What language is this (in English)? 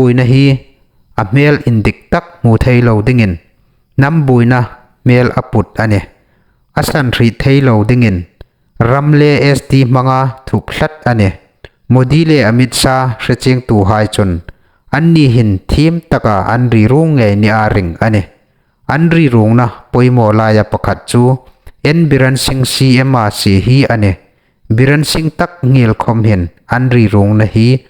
Hmar